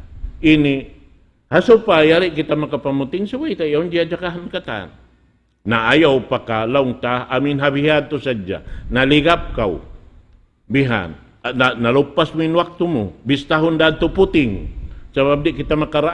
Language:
Tausug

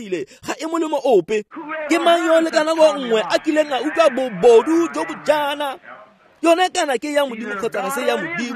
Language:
Tswana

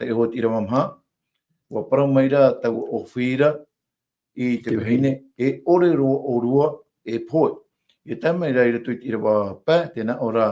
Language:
Tahitian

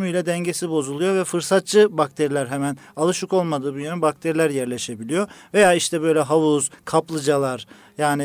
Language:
Turkish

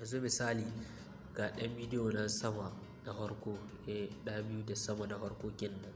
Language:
Hausa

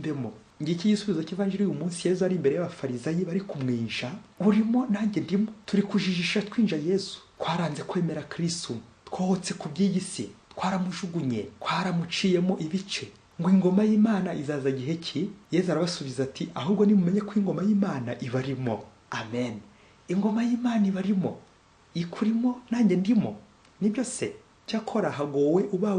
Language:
Kinyarwanda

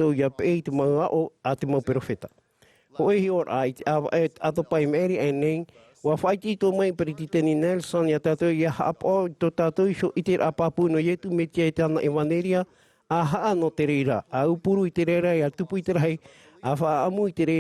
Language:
Tahitian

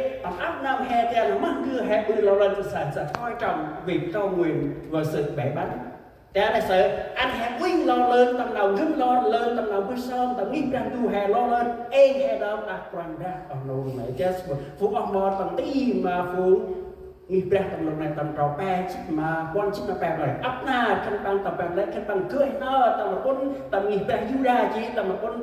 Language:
Central Mnong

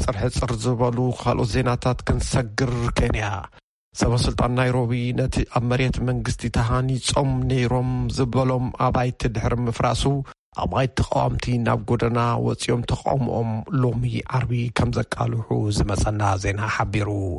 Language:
Tigrinya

